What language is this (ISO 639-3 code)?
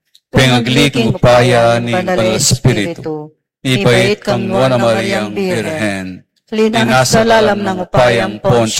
pam